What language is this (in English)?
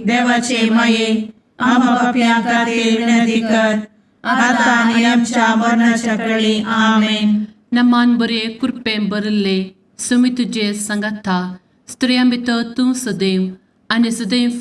Konkani